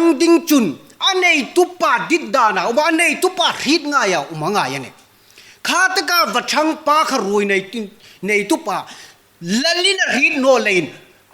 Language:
Hmar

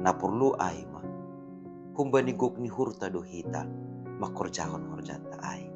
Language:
Batak Simalungun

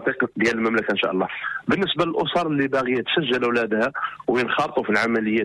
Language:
Moroccan Arabic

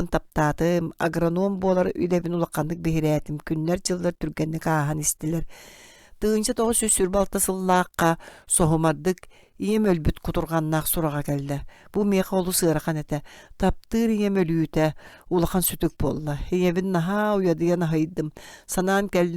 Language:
Yakut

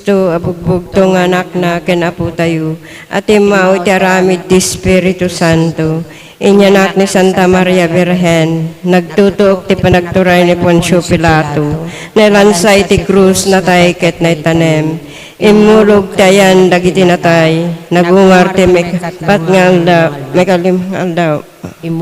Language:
Iloko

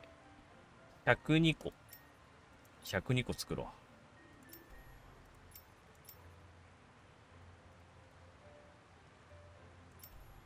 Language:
Japanese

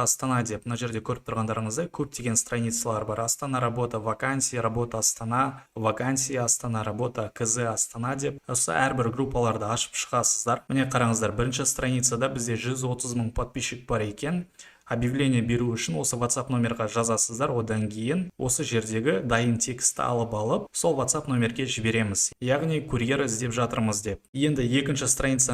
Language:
Kazakh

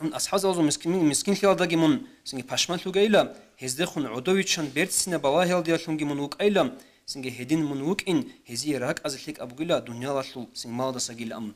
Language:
Avaric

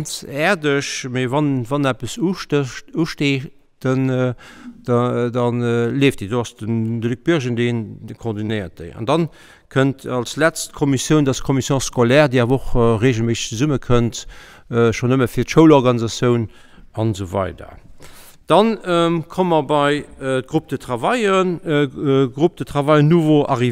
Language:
Luxembourgish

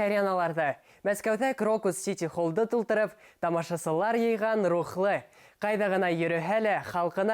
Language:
Bashkir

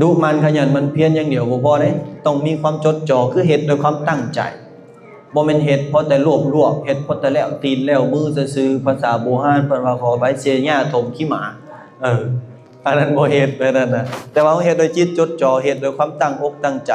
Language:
Lao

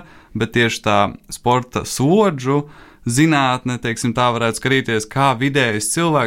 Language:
Latvian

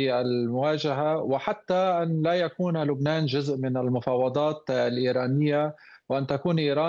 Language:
Arabic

